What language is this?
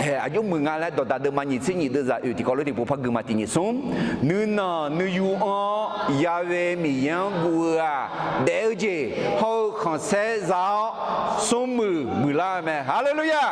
Akha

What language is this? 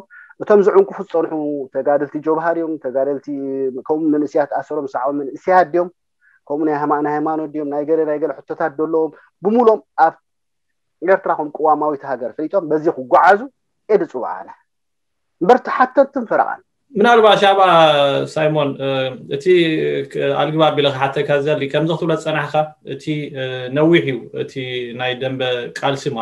Tigrinya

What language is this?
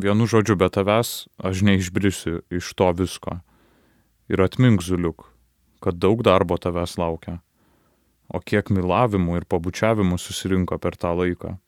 Lithuanian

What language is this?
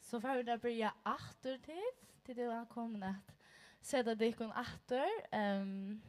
Faroese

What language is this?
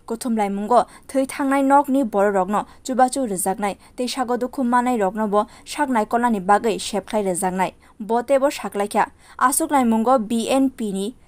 Kok Borok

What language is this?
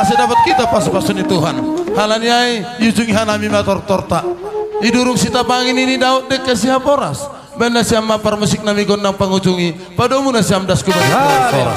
Batak Simalungun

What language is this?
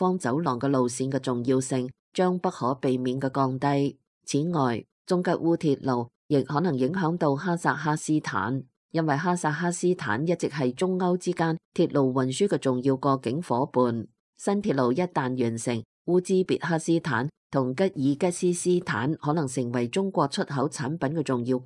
Cantonese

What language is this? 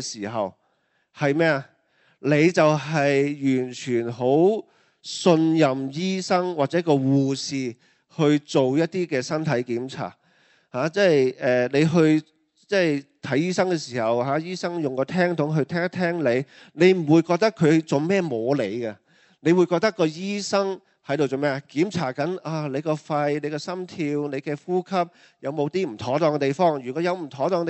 Cantonese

